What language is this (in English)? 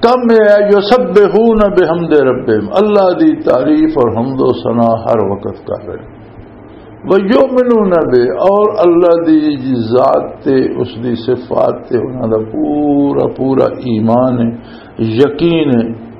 Western Panjabi